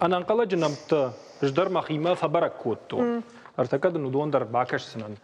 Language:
Ossetic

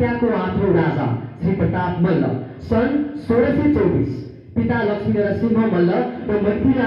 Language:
Nepali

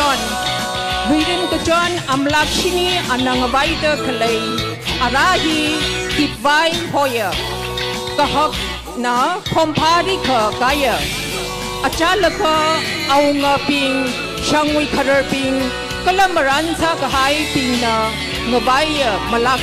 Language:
Tangkhul Naga (India)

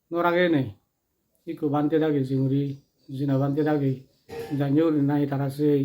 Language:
Chakma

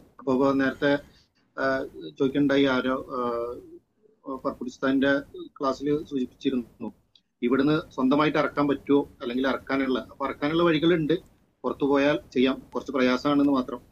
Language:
Malayalam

